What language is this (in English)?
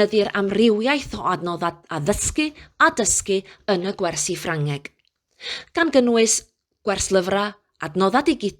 Welsh